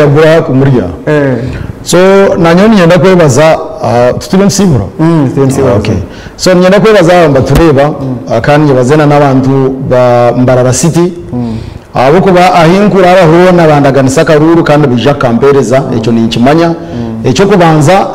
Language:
Nyankole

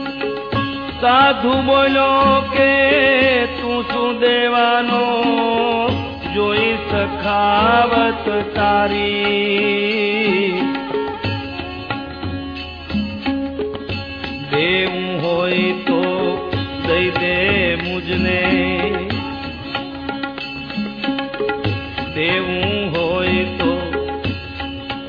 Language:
Gujarati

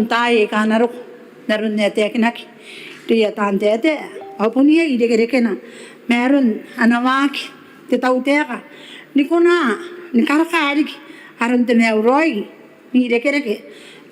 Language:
Gilbertese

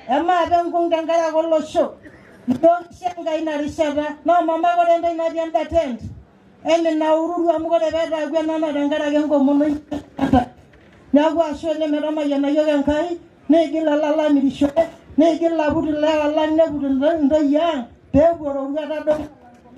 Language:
Masai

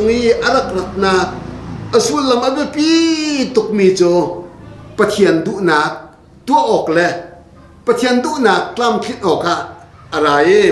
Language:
Hakha Chin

